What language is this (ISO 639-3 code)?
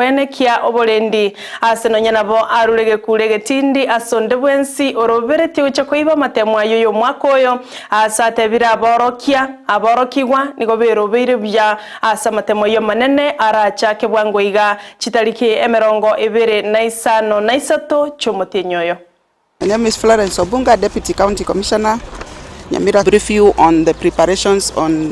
guz